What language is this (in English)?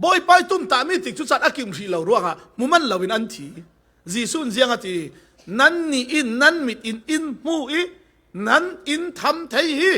Falam Chin